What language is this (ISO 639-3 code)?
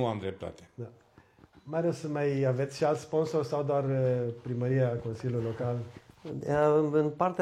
ron